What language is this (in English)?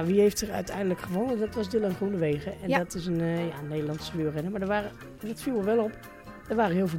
Dutch